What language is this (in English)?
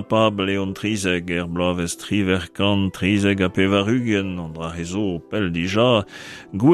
Breton